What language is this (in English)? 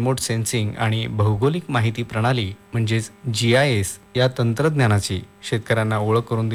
Marathi